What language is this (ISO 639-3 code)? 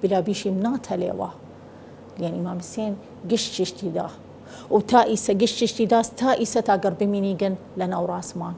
sdh